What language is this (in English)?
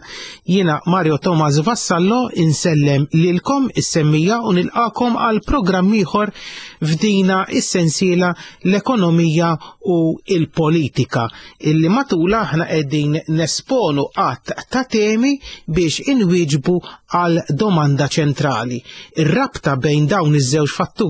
Maltese